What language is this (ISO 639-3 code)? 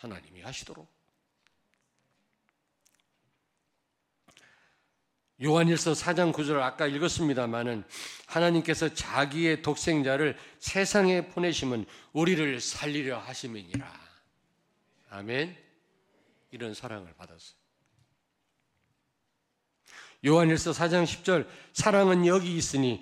kor